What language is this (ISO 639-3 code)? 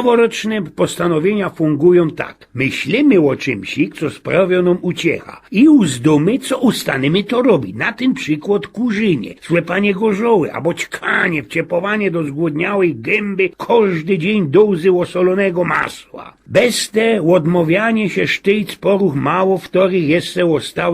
szl